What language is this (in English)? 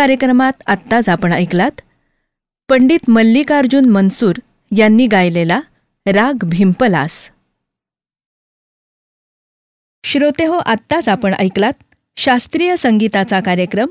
Marathi